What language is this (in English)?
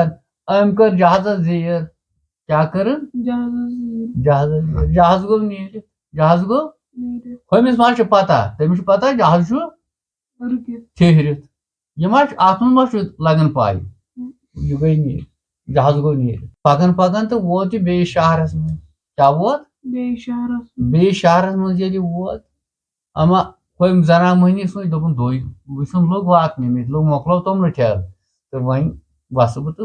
Kashmiri